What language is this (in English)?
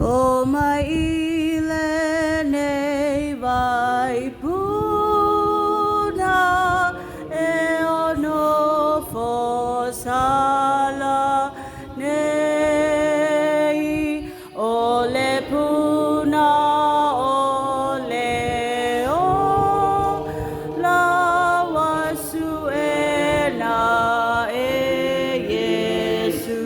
Samoan